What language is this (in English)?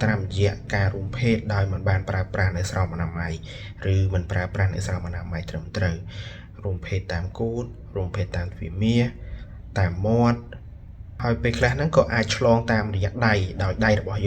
Khmer